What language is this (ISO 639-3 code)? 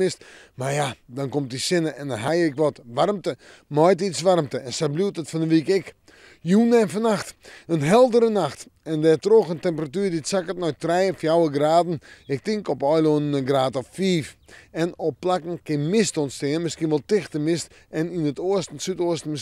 fry